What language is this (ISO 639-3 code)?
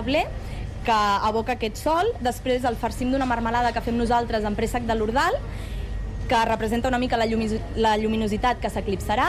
cat